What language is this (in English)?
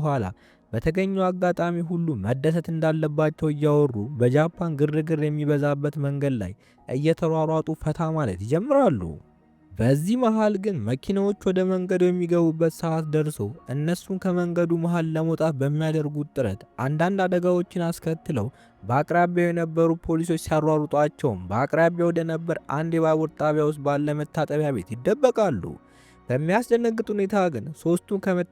Amharic